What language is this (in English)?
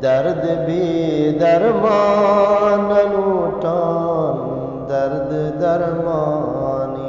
Eastern Balochi